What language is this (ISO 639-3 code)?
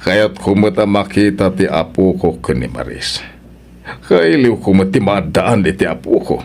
ilo